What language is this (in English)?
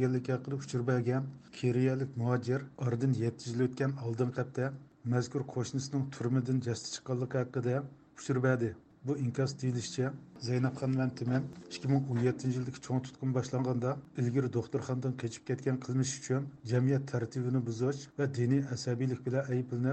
Uyghur